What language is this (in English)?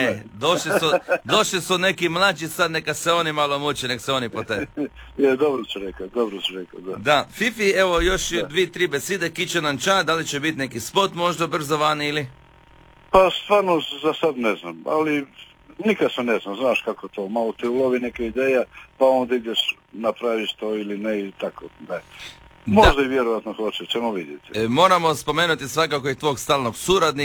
Croatian